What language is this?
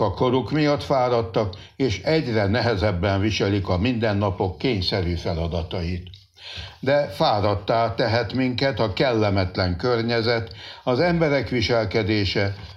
Hungarian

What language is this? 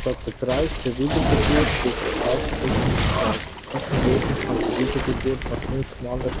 Swiss German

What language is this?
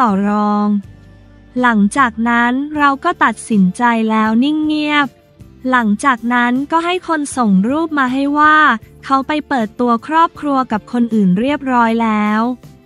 Thai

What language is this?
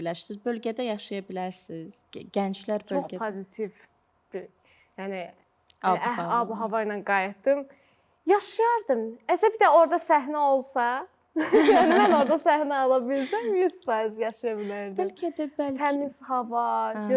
Azerbaijani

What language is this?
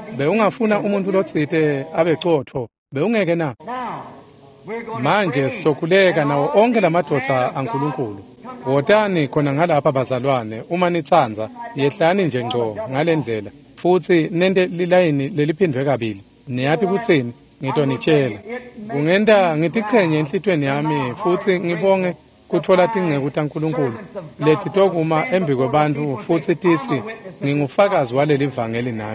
Swati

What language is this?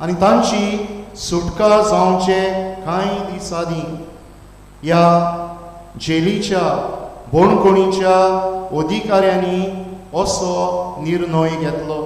Konkani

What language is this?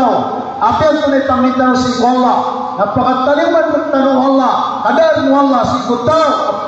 Maranao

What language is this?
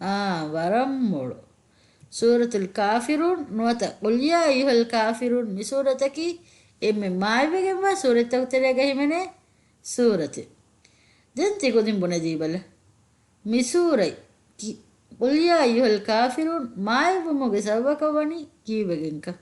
Divehi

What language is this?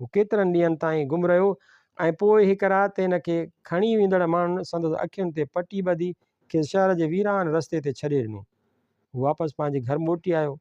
Sindhi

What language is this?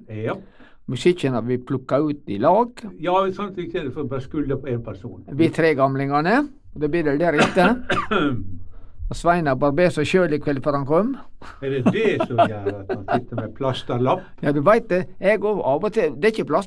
Norwegian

